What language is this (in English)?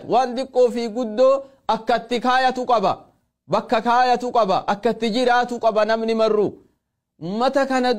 Oromo